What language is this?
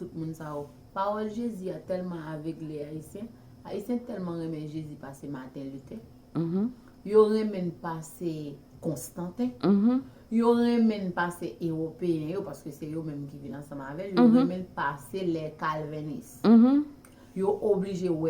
Haitian Creole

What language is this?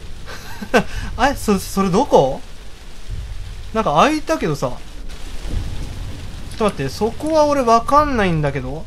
Japanese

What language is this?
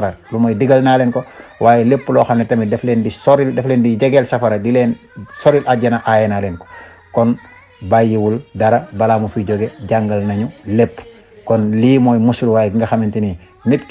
Wolof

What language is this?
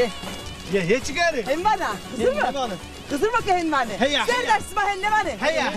Zaza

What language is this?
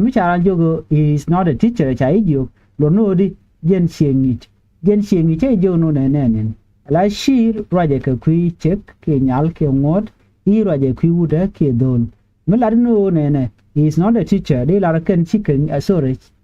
Nuer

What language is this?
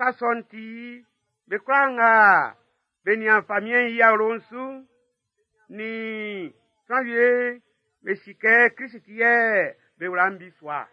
Baoulé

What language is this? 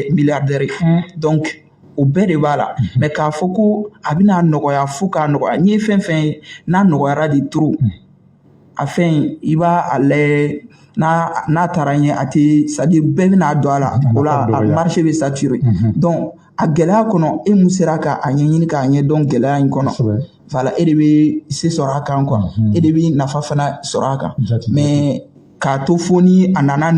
Bambara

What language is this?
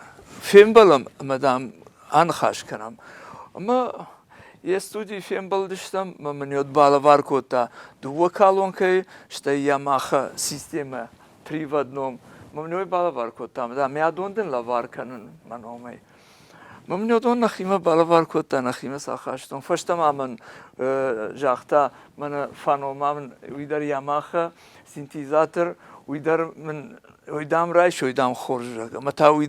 Ossetic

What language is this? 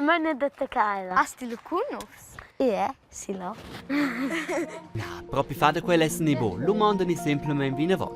Romansh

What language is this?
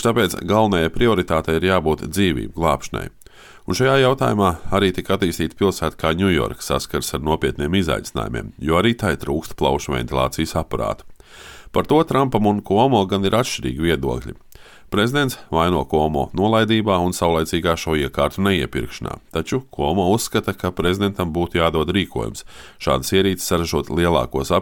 Latvian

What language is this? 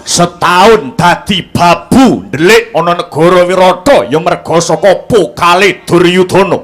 Javanese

